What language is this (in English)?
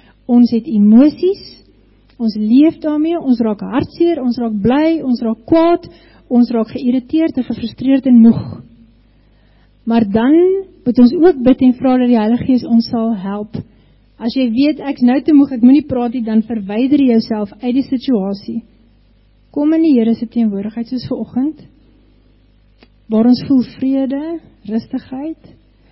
Afrikaans